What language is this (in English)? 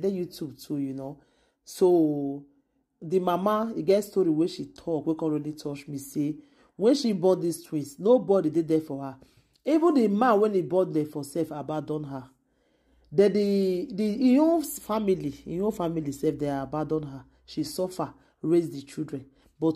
Nigerian Pidgin